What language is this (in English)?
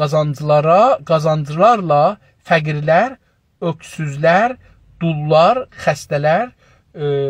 South Azerbaijani